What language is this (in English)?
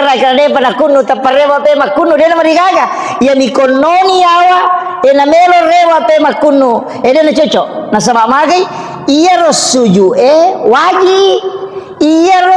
Buginese